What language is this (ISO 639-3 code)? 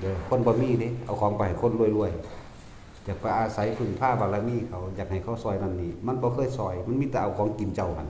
tts